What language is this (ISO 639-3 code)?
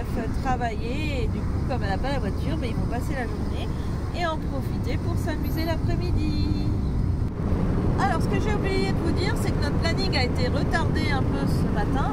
fra